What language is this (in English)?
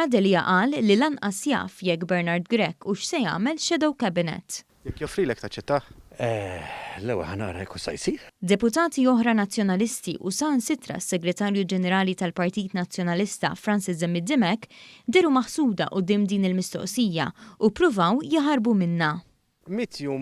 Maltese